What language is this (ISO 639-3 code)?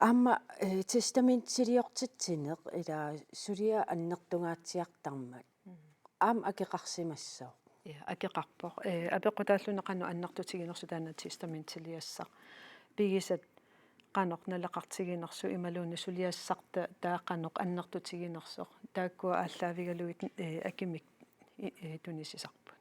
kal